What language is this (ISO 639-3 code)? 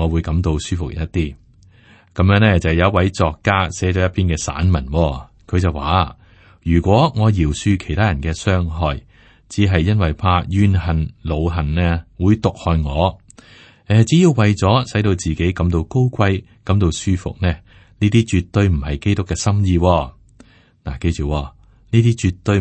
yue